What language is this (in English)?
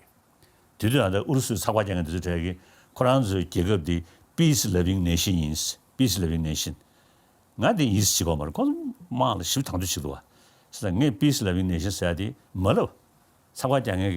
Tibetan